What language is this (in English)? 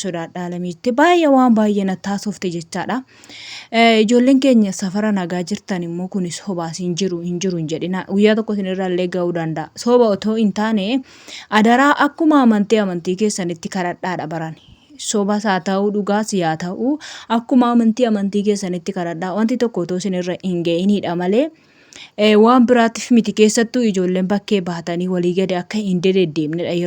Oromo